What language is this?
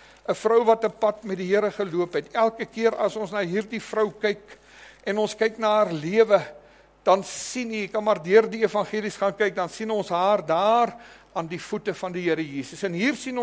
Afrikaans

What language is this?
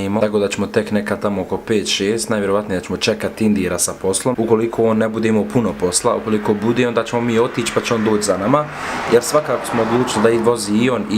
Bosnian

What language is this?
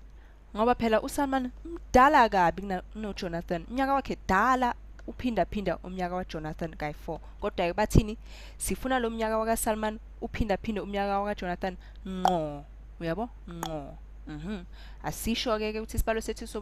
Zulu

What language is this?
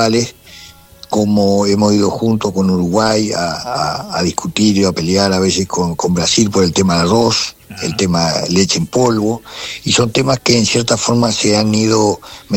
Spanish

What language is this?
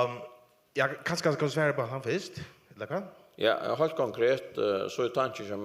Faroese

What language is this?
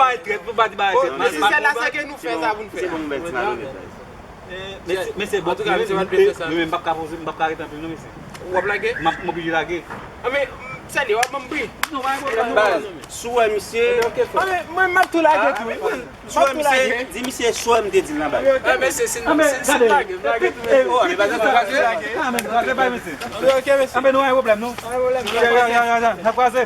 Haitian Creole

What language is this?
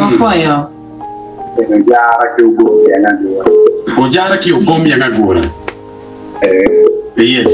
Acoli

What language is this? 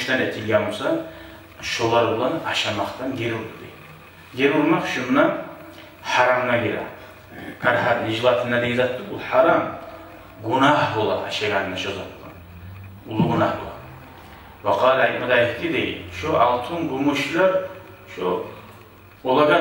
Kumyk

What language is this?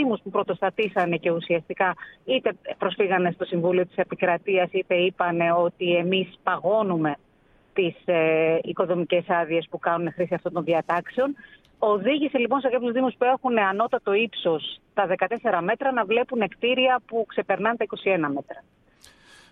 Greek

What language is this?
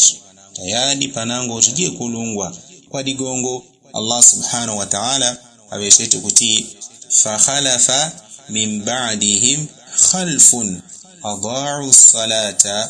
Yao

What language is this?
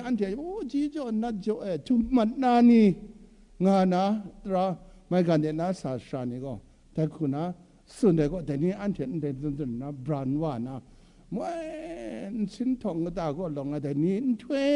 Kachin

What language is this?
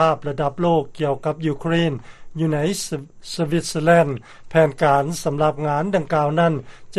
Lao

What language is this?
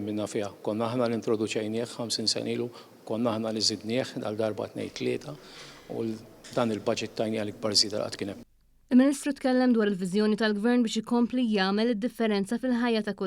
Maltese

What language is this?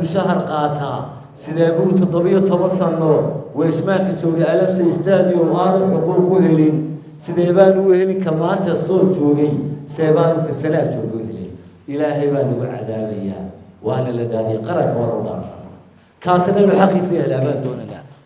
Somali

